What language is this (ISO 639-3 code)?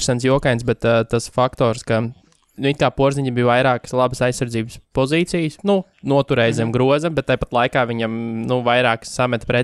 lav